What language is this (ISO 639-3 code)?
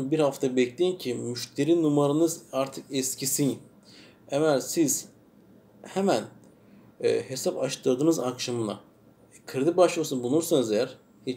tur